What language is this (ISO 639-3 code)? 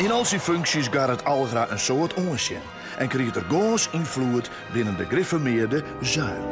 fry